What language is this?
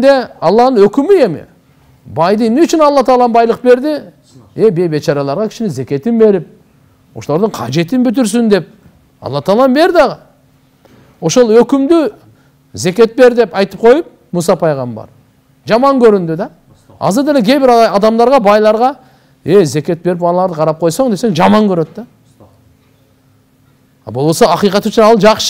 Kyrgyz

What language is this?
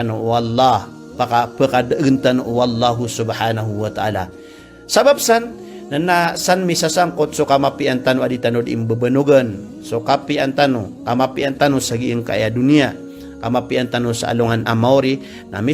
Maranao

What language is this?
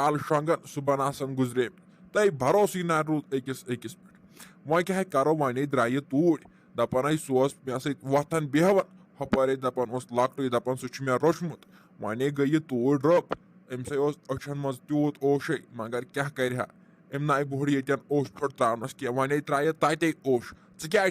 Kashmiri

